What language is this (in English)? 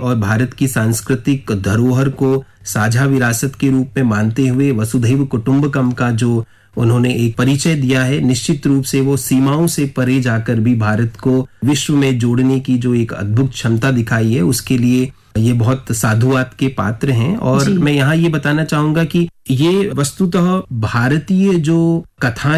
Hindi